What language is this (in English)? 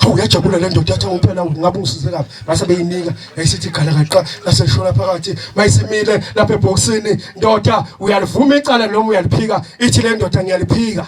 Zulu